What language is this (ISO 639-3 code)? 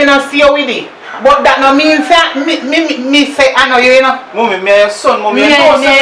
jam